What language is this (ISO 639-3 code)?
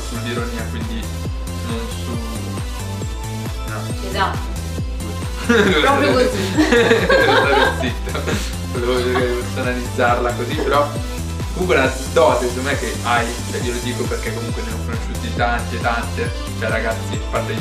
ita